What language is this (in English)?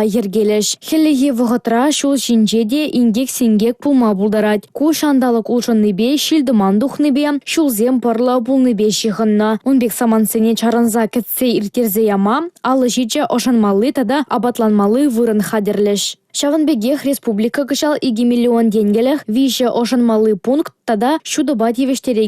Chuvash